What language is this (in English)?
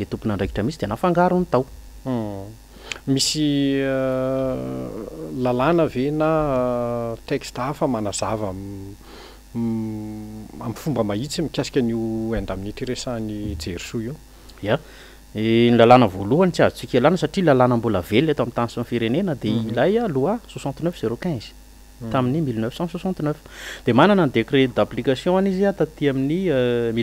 Malagasy